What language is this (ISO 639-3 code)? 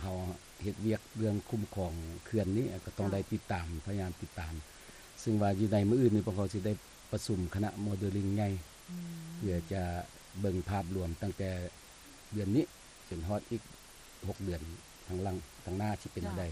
lao